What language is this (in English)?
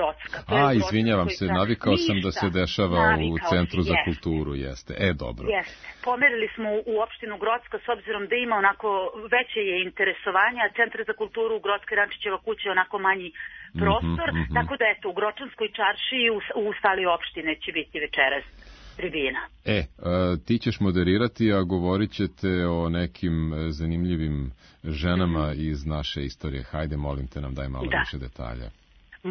Serbian